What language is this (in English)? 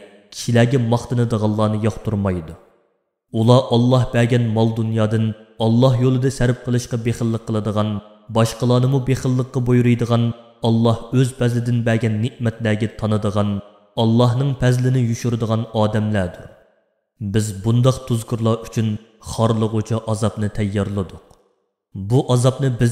Uyghur